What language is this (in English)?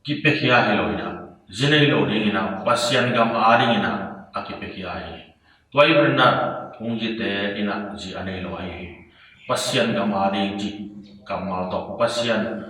Tedim Chin